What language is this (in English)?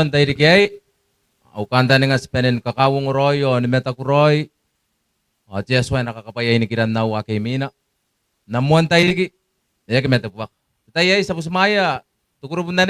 Gilbertese